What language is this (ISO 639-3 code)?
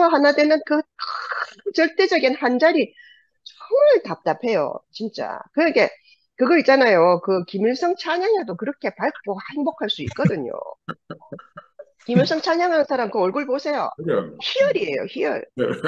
kor